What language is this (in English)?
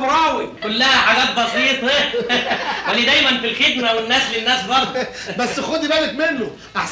Egyptian Arabic